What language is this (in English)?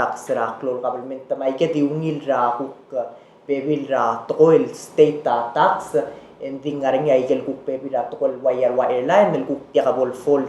Palauan